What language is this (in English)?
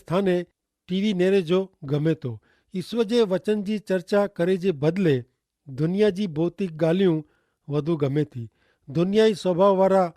Kachhi